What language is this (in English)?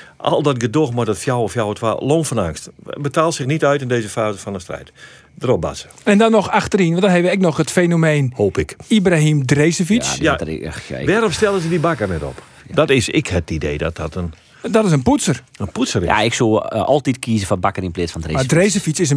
Western Frisian